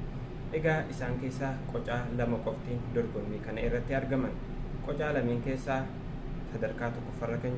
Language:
Oromo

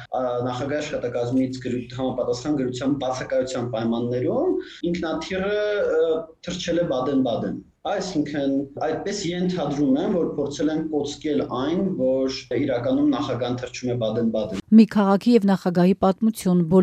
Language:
Armenian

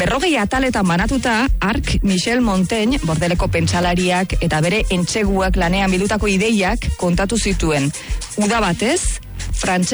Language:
Basque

